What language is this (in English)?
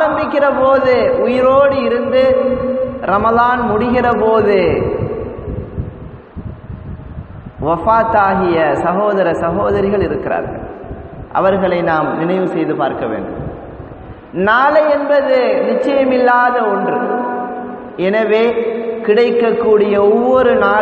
Tamil